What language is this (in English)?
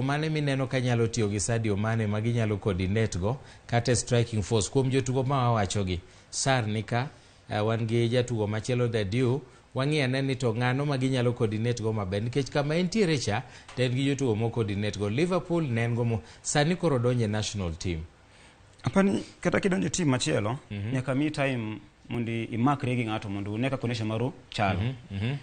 Luo (Kenya and Tanzania)